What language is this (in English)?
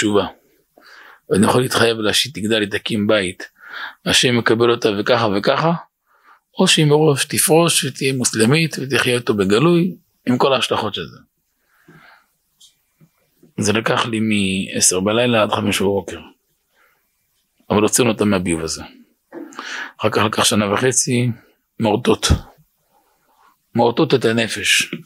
Hebrew